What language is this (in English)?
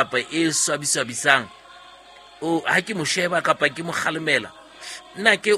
Southern Sotho